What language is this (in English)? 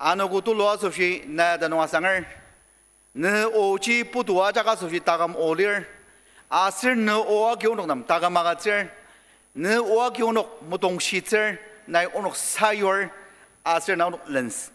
Ao Naga